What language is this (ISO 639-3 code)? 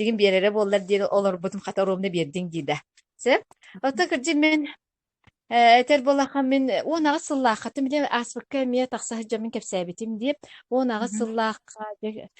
sah